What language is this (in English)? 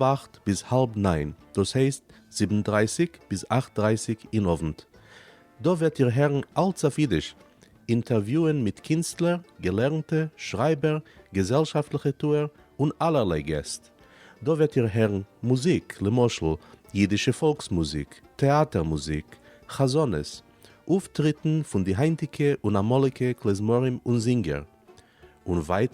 Yiddish